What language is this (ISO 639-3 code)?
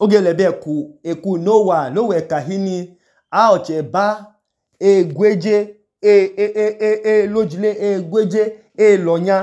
idu